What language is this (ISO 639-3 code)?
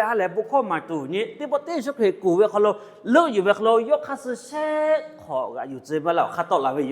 lhu